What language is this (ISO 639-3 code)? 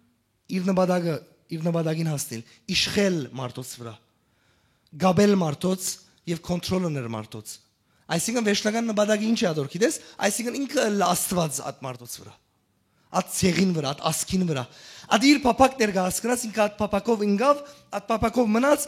hyw